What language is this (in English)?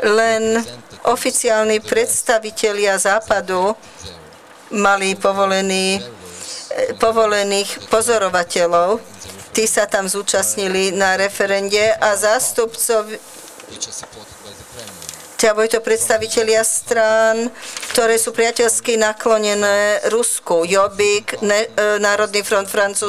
Slovak